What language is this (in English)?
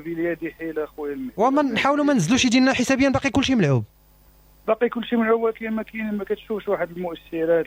Moroccan Arabic